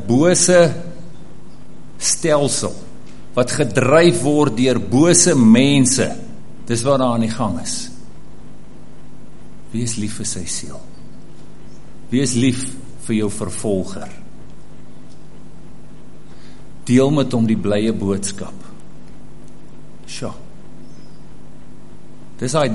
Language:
Afrikaans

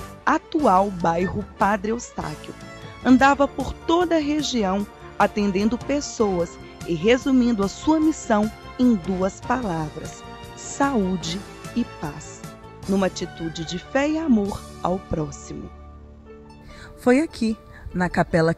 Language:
Portuguese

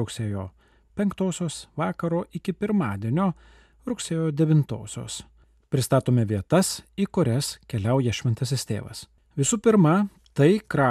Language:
Lithuanian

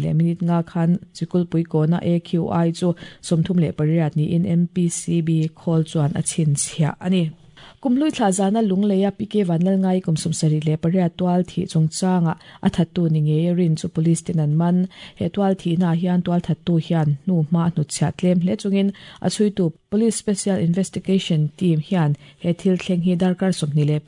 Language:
Mizo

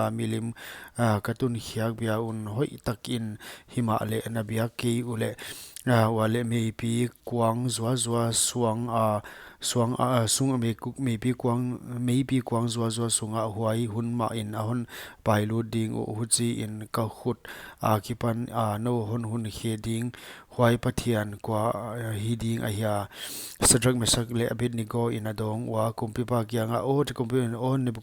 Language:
Paite Chin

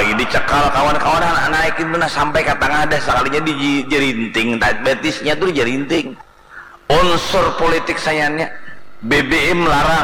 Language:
Banjar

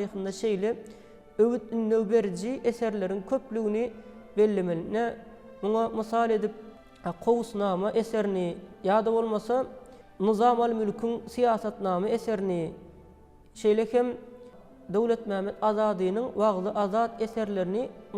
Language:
Turkmen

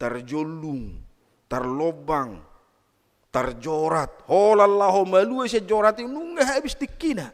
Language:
Batak Toba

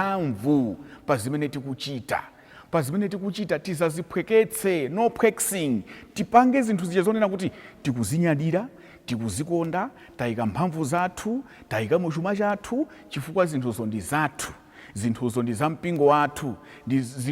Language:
Nyanja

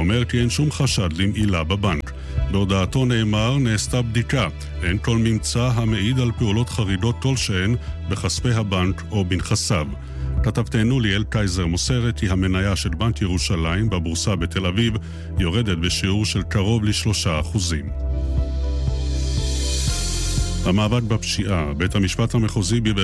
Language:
Hebrew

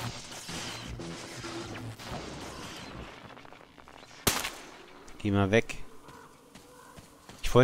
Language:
German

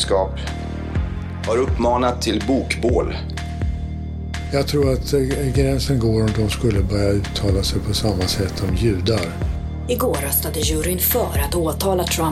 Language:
Swedish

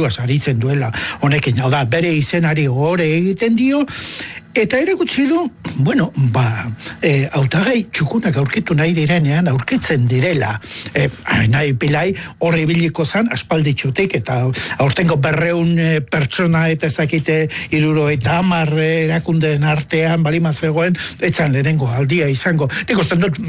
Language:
Basque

